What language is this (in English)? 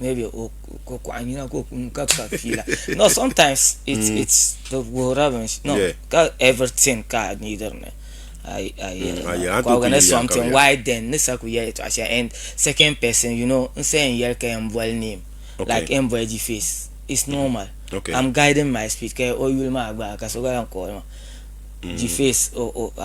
Dagbani